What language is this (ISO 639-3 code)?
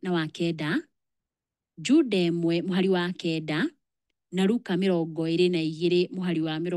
kik